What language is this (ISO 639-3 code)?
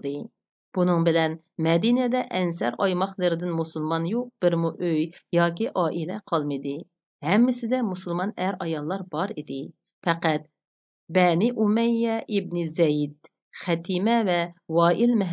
uig